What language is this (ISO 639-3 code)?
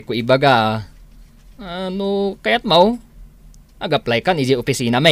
ilo